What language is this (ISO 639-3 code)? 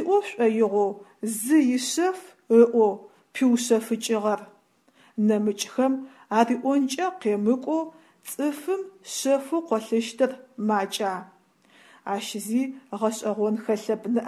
ady